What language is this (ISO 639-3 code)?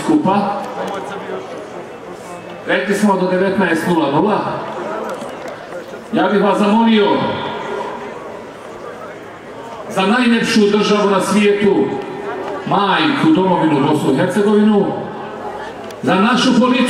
bos